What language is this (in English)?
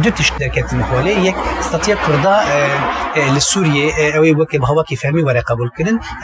Kurdish